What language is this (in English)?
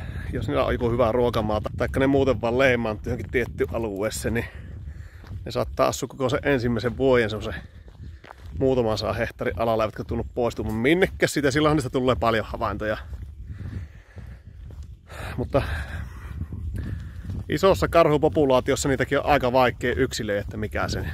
Finnish